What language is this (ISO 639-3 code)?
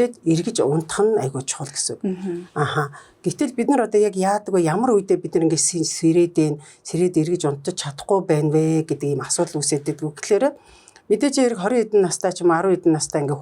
mon